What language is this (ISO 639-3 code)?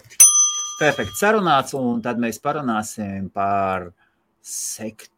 lav